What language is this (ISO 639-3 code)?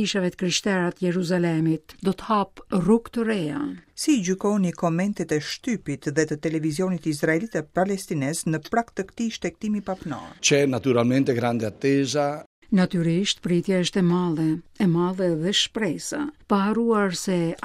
sqi